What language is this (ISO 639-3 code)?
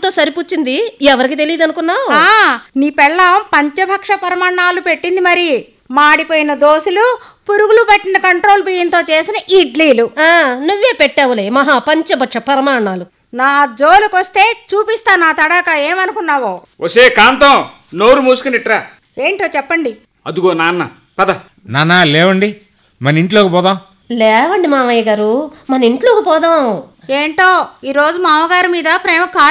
tel